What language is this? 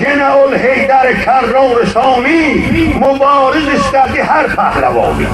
South Azerbaijani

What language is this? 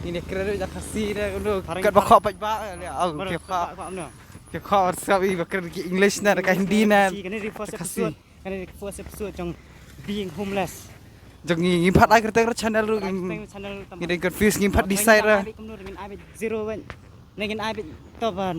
Khasi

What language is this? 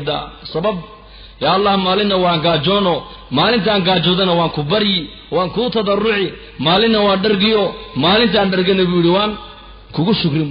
Somali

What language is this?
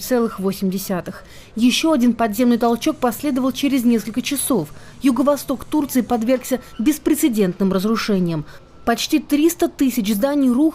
Russian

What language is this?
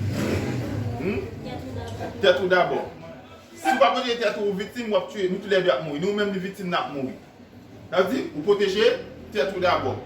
Haitian Creole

